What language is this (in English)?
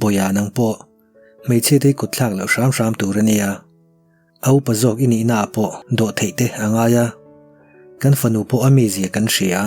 Mizo